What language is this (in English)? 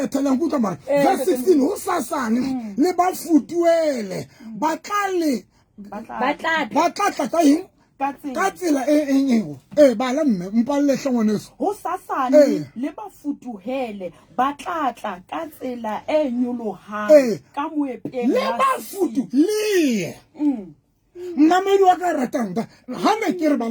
Southern Sotho